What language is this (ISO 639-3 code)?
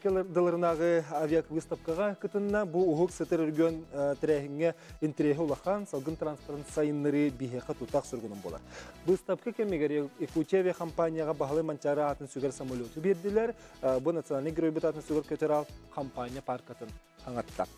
sah